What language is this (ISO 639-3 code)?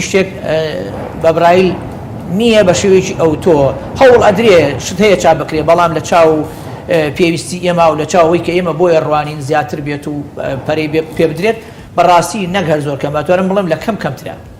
ckb